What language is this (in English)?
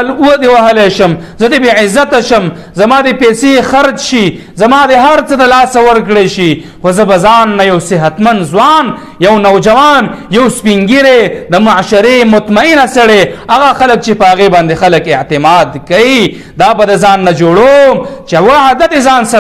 Pashto